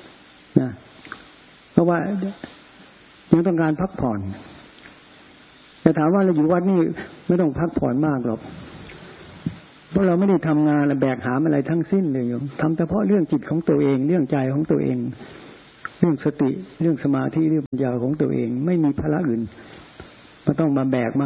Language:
Thai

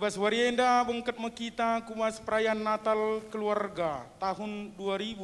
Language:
Batak Karo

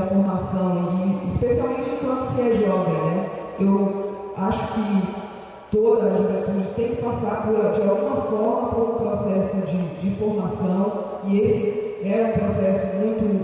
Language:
Portuguese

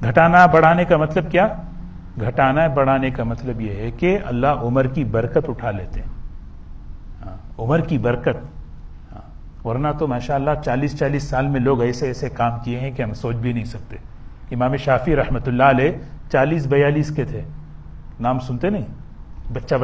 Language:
Urdu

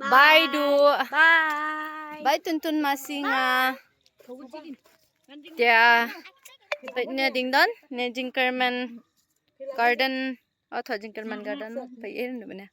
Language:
Khasi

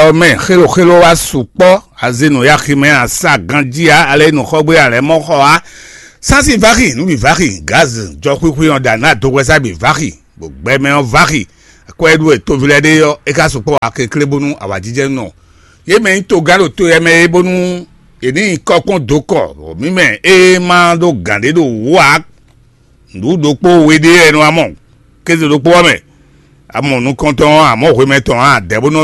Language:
Fon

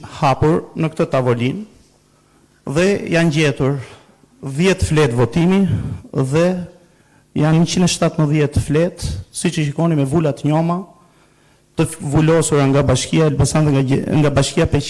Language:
Albanian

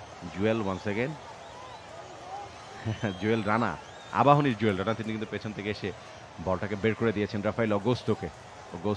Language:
Bangla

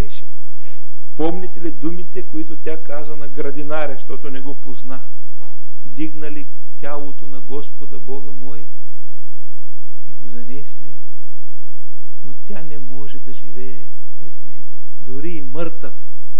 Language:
Bulgarian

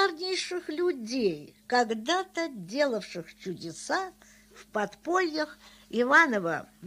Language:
Russian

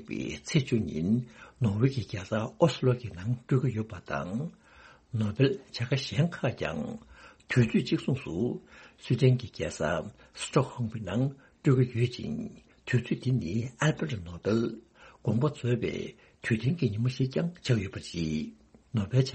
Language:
Tibetan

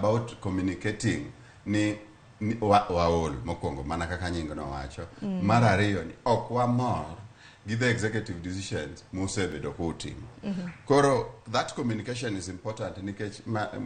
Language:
Luo (Kenya and Tanzania)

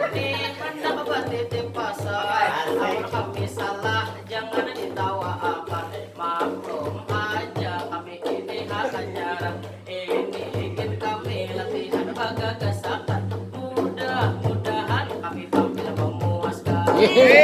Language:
Banjar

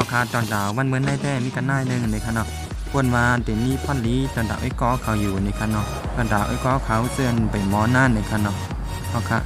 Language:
Shan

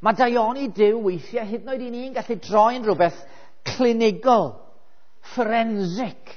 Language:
Welsh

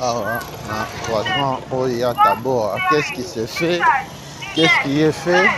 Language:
Lingala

